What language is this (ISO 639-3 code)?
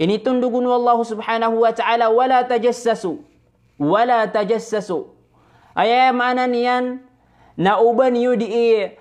mrw